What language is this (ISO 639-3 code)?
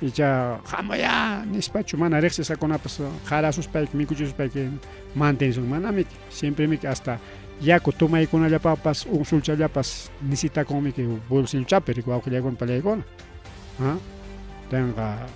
quy